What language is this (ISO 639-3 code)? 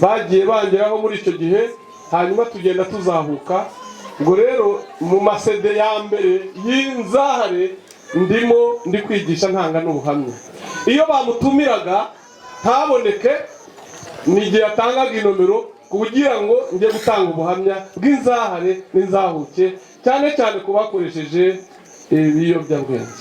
kin